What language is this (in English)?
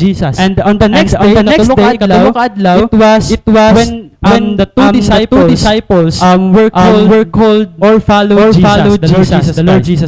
Waray